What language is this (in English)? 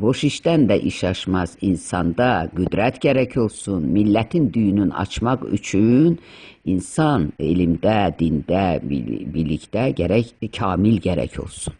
Azerbaijani